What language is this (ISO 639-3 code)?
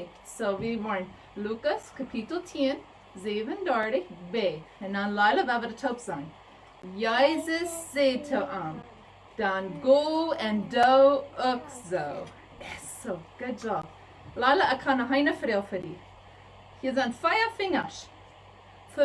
pdt